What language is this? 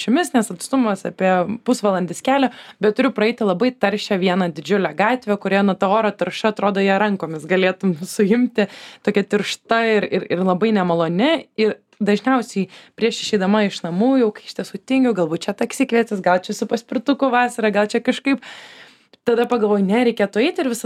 Lithuanian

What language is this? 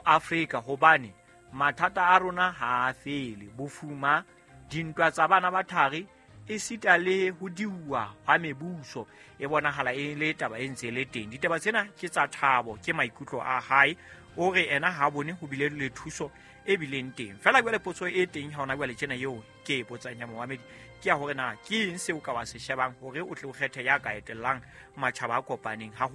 Southern Sotho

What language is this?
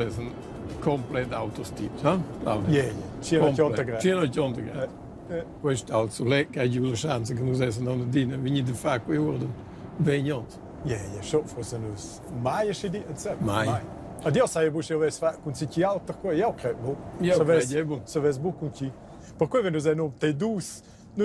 Romansh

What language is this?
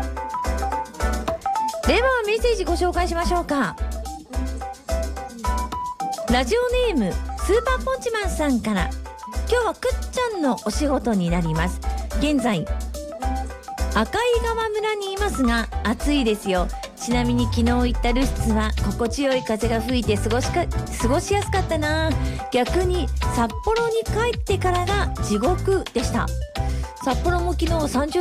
Japanese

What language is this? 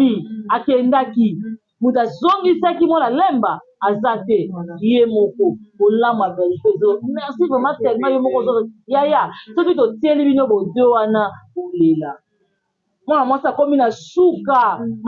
Lingala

